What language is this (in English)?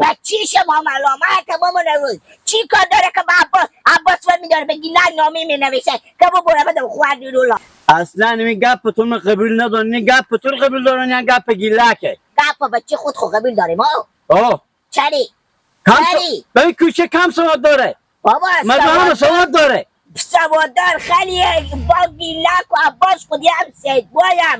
Hazaragi